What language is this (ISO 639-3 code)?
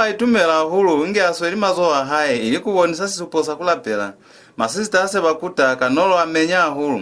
loz